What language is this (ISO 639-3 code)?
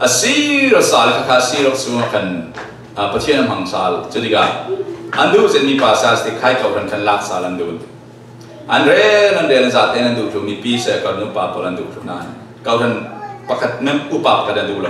cfm